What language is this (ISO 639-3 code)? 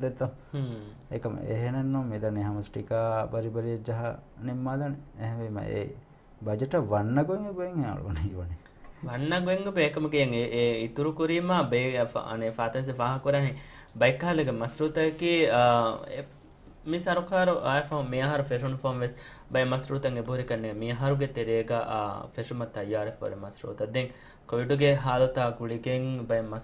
div